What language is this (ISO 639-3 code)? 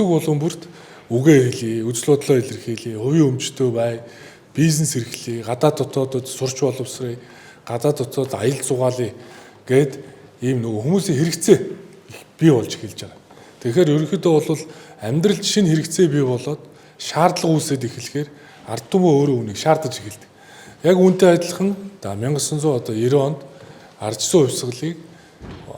mon